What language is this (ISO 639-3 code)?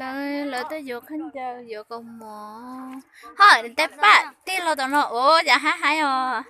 hmn